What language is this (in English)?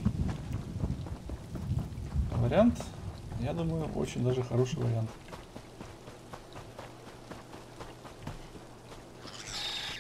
Russian